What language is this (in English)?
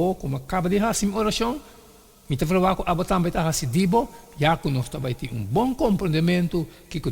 Papiamento